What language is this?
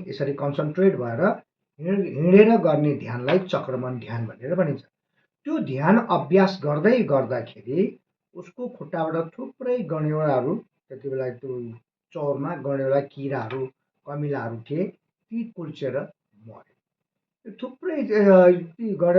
Nepali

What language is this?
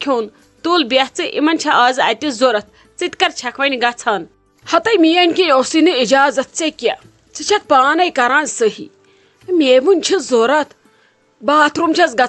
Kashmiri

